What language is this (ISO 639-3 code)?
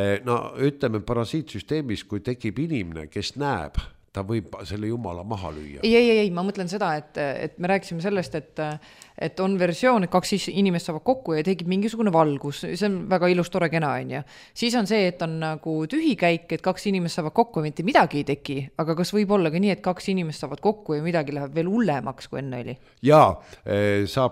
est